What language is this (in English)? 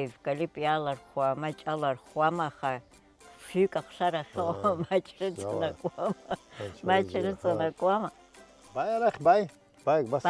Abkhazian